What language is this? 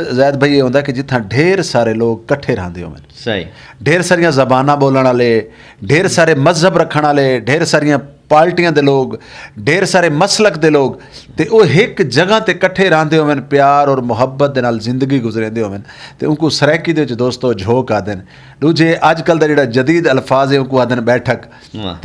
Saraiki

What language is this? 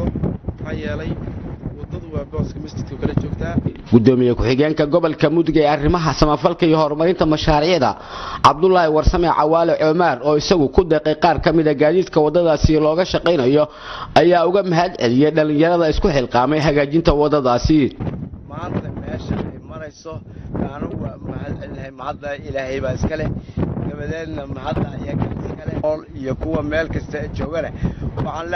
Somali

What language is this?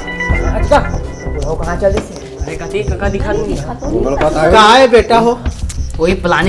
Chhattisgarhi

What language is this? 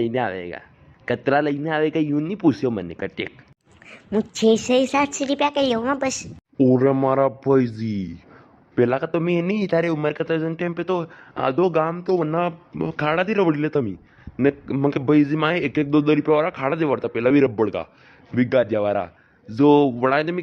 Rajasthani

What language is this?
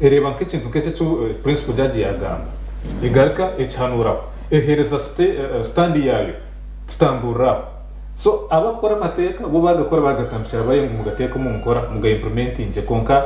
Nyankole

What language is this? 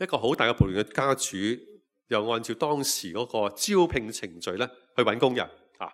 Cantonese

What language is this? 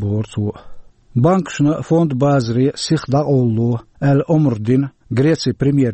Chechen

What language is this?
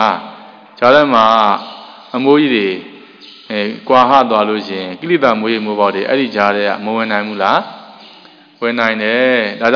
Burmese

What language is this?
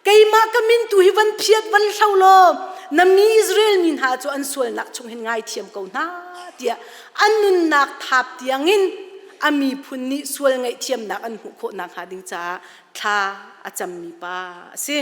Hakha Chin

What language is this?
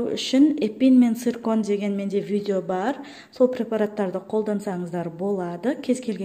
Kazakh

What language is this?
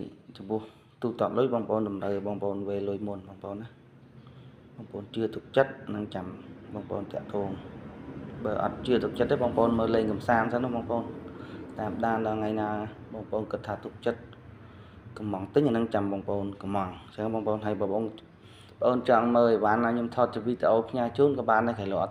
Khmer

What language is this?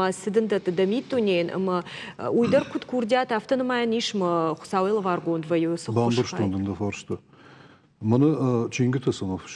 Ossetic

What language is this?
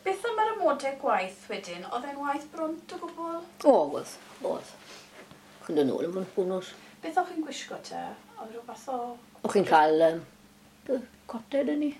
Welsh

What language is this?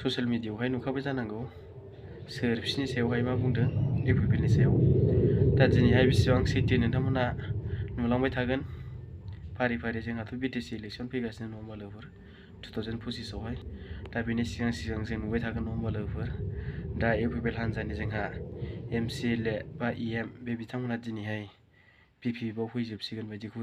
Bodo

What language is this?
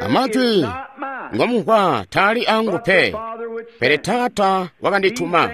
Tonga (Zambia)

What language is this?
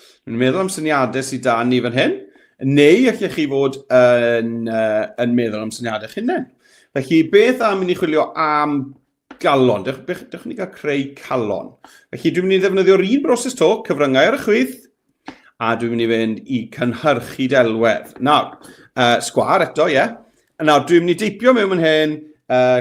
Welsh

